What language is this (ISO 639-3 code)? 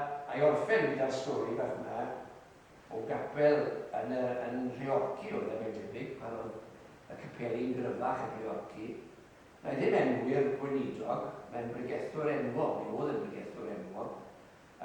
cym